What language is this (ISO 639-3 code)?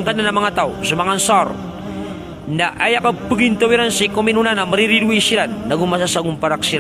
mrw